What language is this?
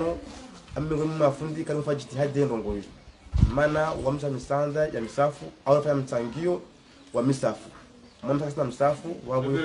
Swahili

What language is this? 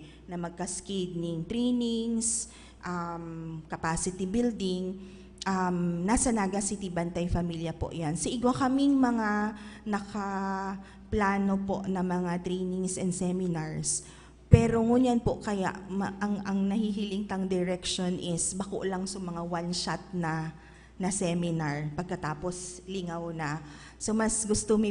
Bikol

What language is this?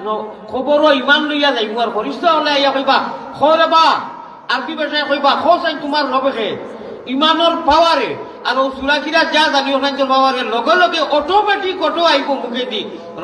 Sylheti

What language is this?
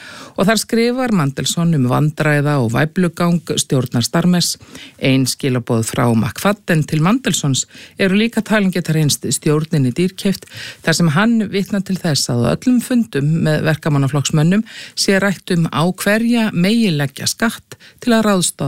Icelandic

